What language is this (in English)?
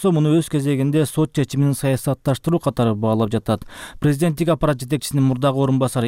Kyrgyz